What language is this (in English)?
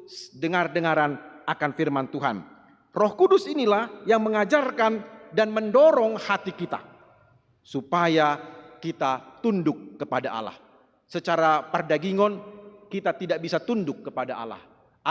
Batak Toba